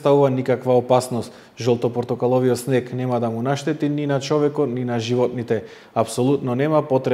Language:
Macedonian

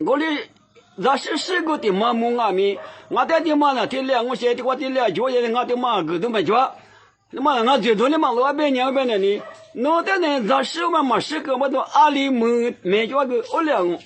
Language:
Lisu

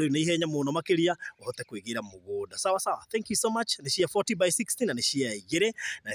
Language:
Kikuyu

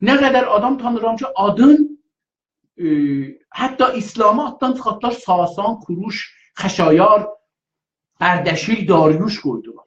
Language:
South Azerbaijani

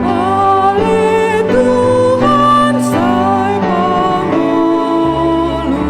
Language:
Batak Toba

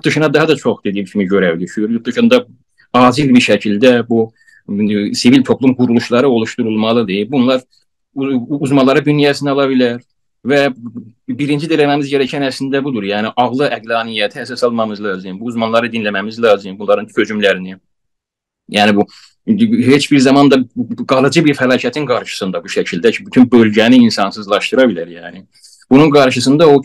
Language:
South Azerbaijani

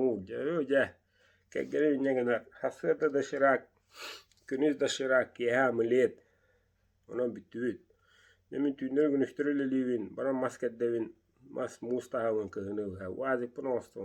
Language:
Yakut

